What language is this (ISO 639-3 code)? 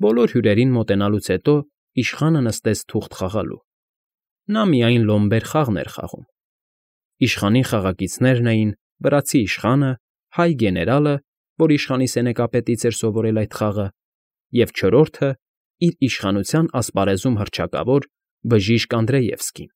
hye